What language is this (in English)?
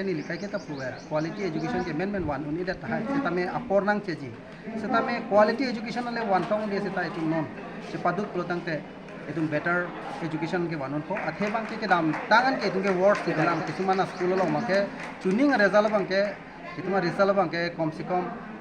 Karbi